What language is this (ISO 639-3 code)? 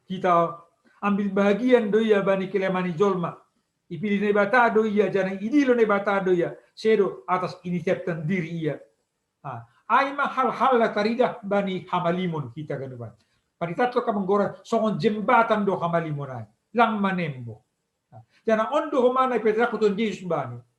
bts